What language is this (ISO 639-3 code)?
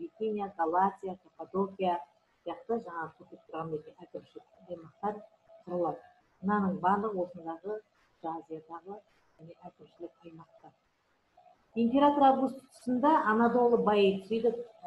kaz